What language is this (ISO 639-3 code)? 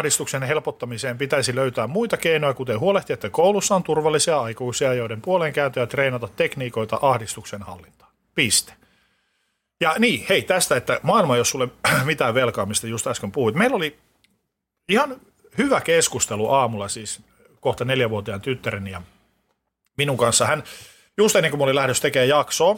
fin